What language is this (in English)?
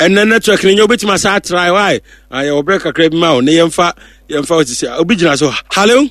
Akan